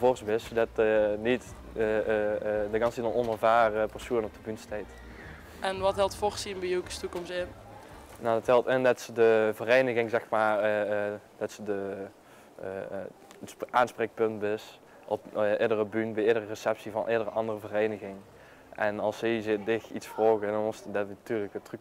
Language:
Limburgish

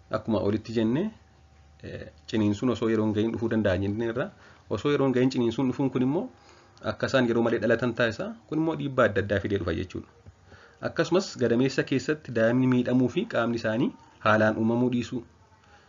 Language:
Oromo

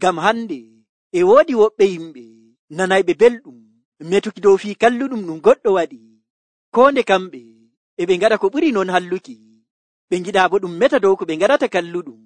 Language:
Nigerian Fulfulde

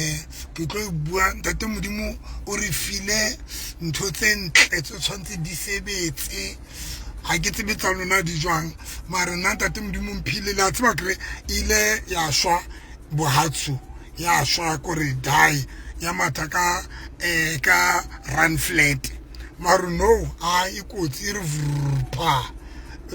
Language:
Southern Sotho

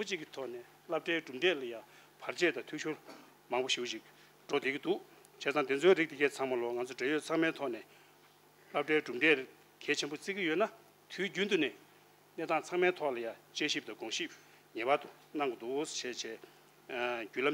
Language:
Tibetan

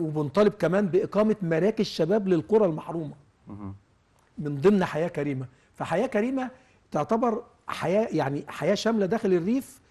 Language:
Egyptian Arabic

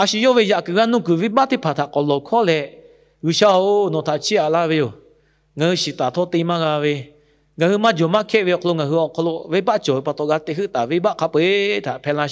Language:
Lahu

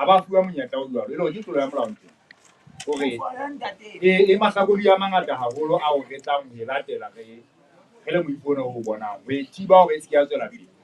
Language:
Southern Sotho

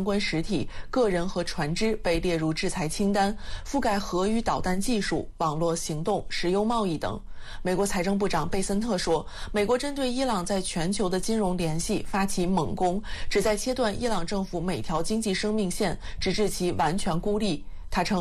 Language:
Chinese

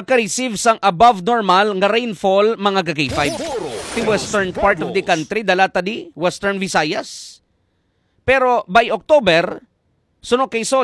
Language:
Hiligaynon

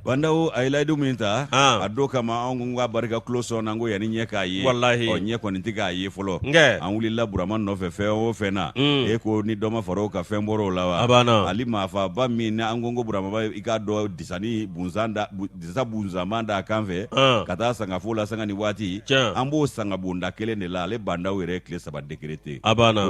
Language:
Bambara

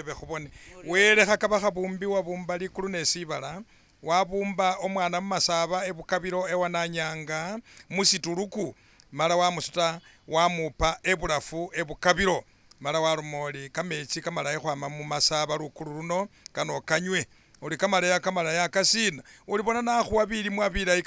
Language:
Masaaba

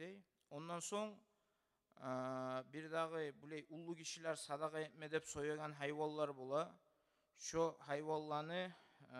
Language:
Kumyk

